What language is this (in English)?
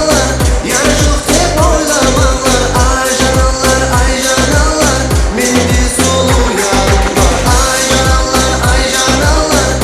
Kara-Kalpak